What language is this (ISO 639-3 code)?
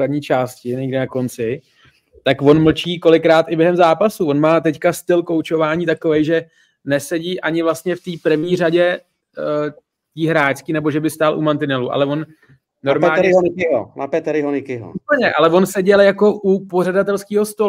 ces